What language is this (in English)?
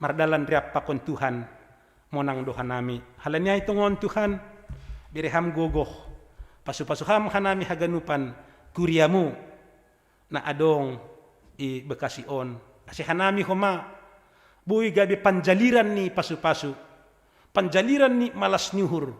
Batak Simalungun